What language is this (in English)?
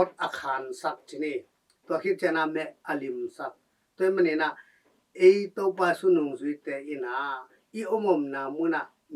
Tedim Chin